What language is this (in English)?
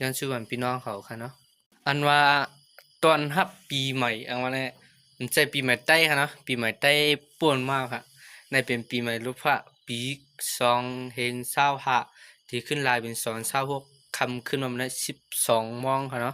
Shan